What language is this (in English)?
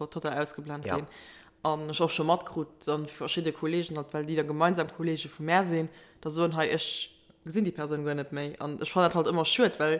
Luxembourgish